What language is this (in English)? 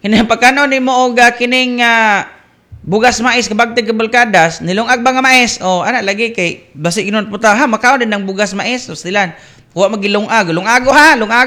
Cebuano